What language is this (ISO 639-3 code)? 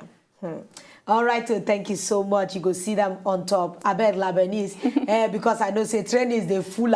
pcm